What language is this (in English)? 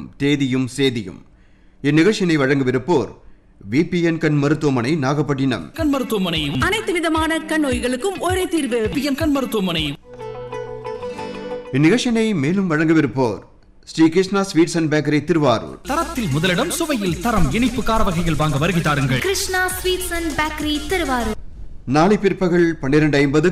Tamil